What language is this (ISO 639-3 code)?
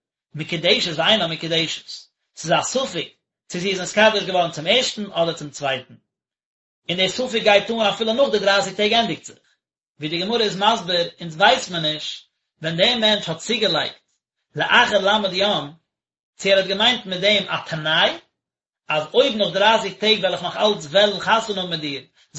yid